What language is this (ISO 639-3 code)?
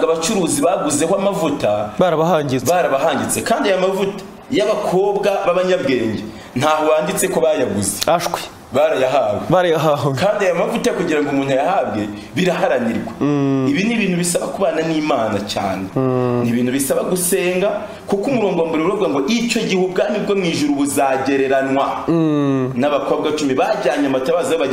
kin